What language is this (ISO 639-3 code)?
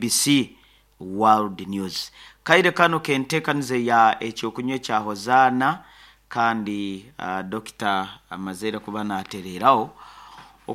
nyn